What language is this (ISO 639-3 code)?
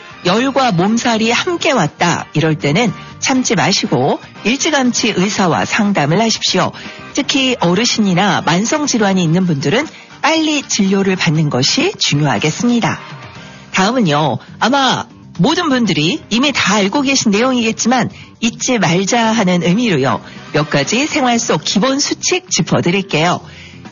kor